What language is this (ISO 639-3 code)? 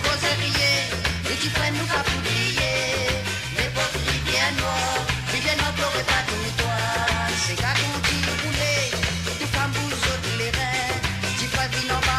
mfe